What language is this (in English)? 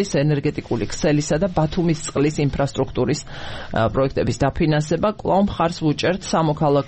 Georgian